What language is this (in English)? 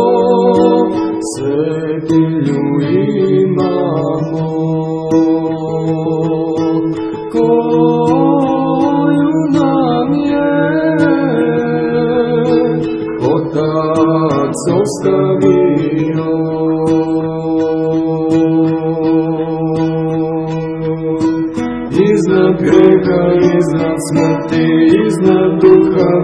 Serbian